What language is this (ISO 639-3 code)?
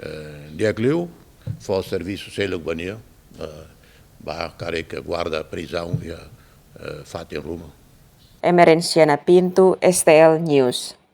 tet